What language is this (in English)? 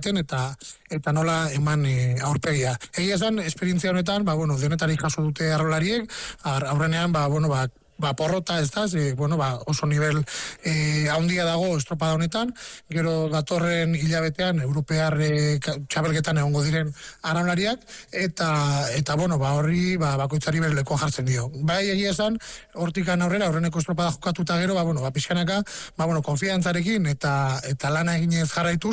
Basque